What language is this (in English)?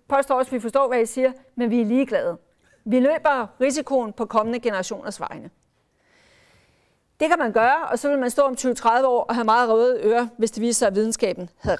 Danish